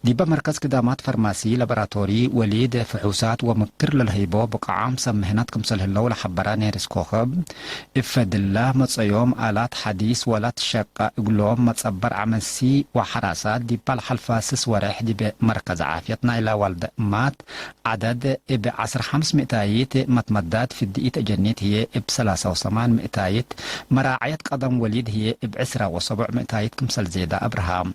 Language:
Tigre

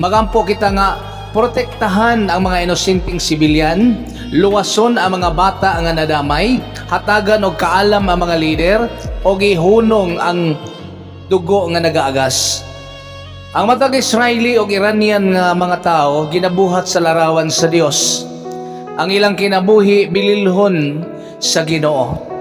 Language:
Cebuano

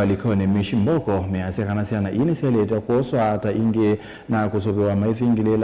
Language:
Kamba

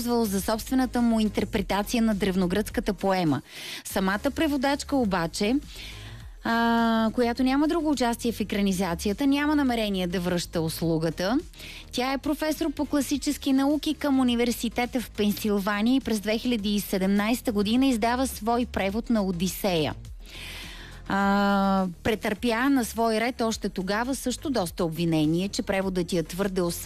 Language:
Bulgarian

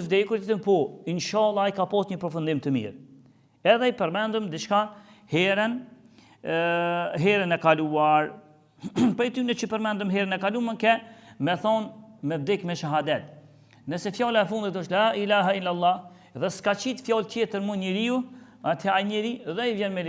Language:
Albanian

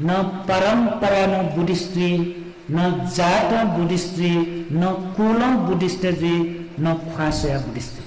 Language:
Newari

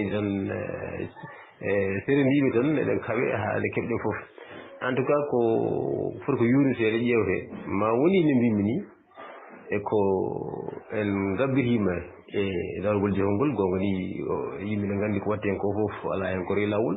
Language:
Fula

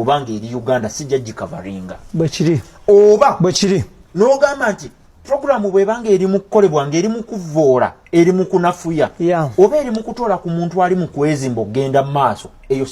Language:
Ganda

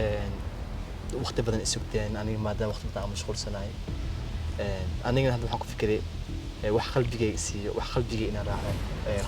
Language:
Somali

